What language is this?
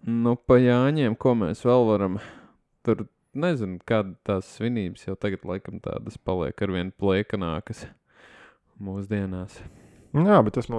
Latvian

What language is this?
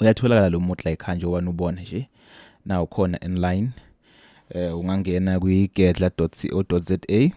Zulu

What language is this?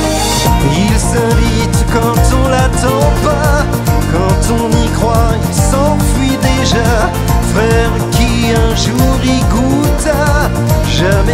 French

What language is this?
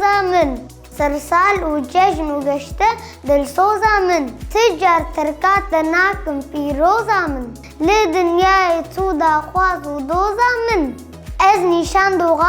Kurdish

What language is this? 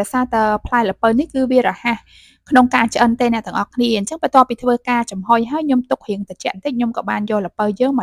Khmer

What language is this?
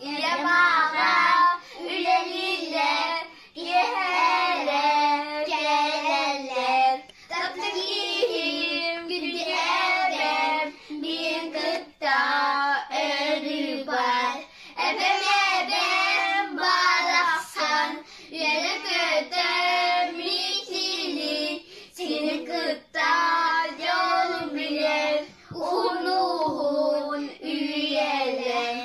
Yakut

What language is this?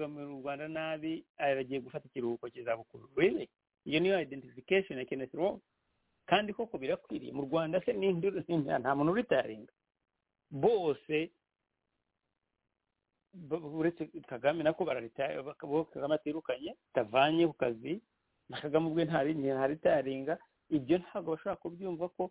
Kinyarwanda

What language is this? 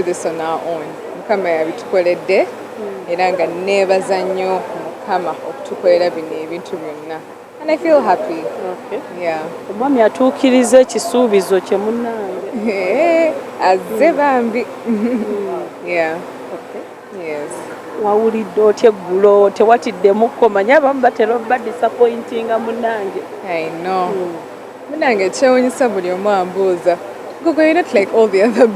Ganda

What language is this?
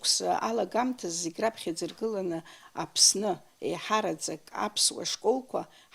Abkhazian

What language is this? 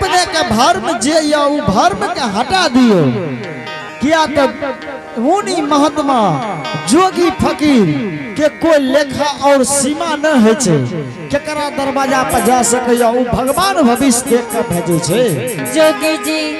Angika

